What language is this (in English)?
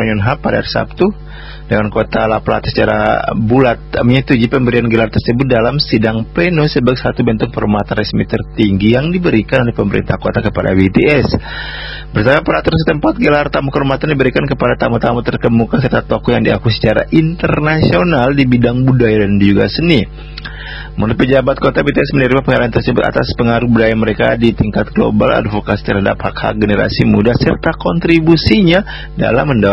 Indonesian